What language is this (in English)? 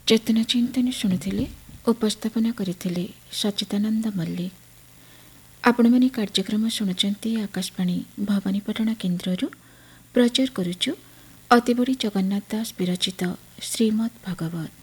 Odia